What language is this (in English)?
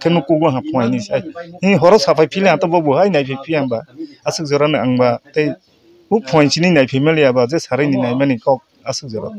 Kok Borok